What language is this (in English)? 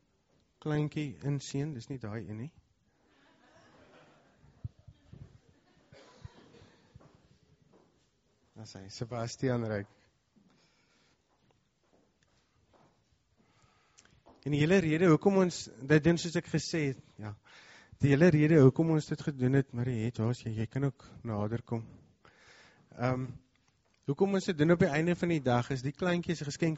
Afrikaans